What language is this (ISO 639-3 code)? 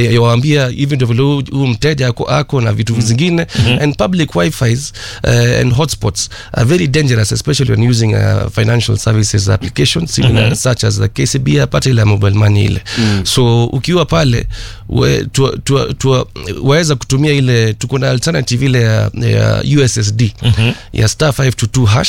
swa